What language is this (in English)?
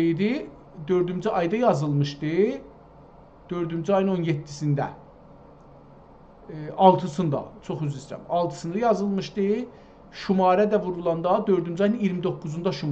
South Azerbaijani